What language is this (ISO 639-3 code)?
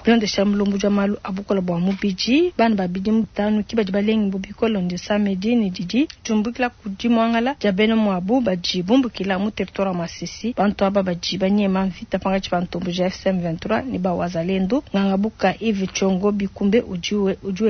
lua